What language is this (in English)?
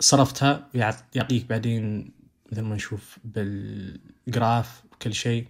Najdi Arabic